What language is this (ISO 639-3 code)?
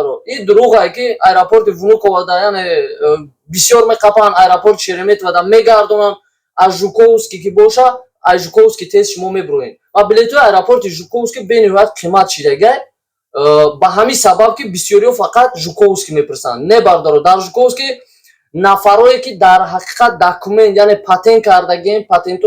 tgk